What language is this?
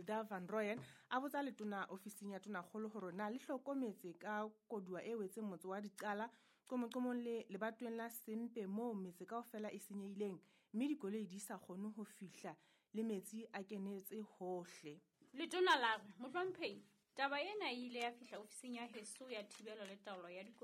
Southern Sotho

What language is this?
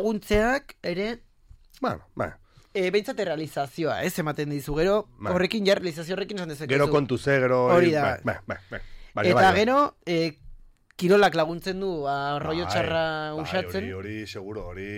Basque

